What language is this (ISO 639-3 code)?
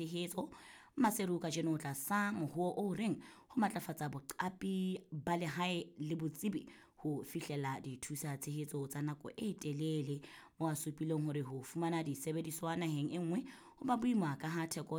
sot